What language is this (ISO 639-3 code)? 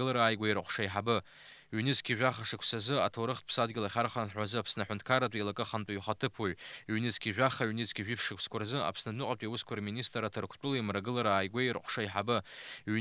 abk